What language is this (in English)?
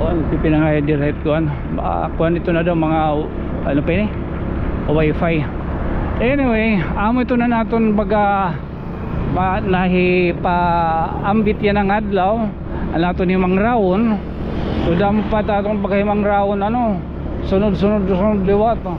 Waray